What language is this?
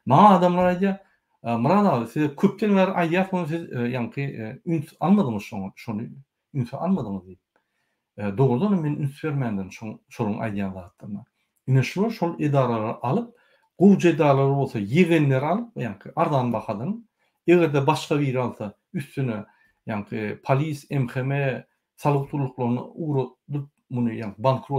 Turkmen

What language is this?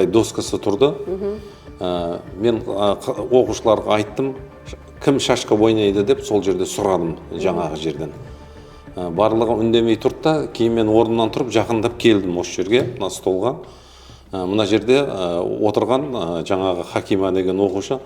Kazakh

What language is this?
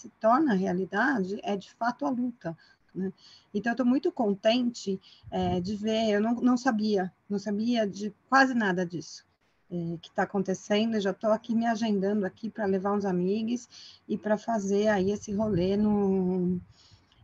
Portuguese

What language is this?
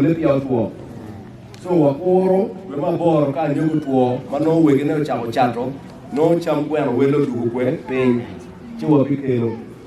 Acoli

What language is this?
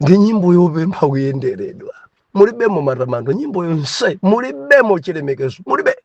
Nyanja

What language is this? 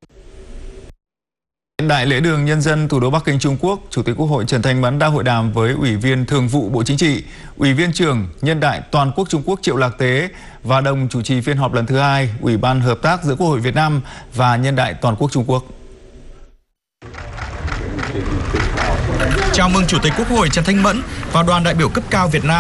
Vietnamese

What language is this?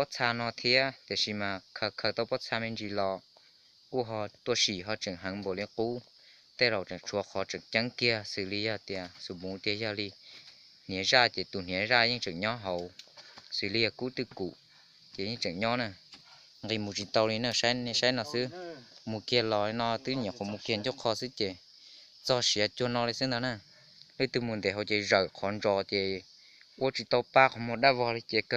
Hmong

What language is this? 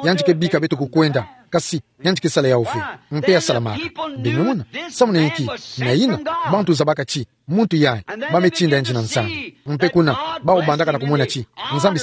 Kituba (Democratic Republic of Congo)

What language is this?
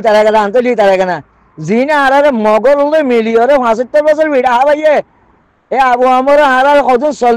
Rohingya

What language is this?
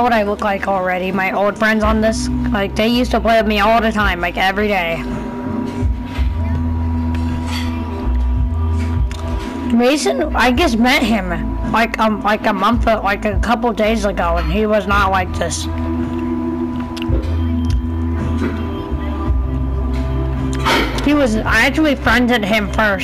English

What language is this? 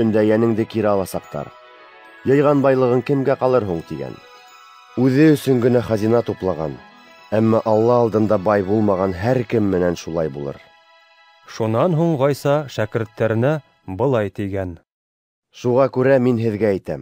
Bashkir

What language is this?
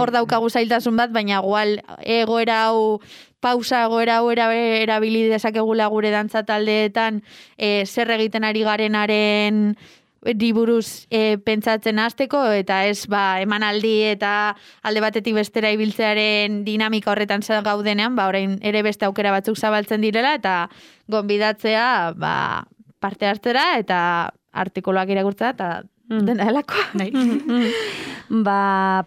Basque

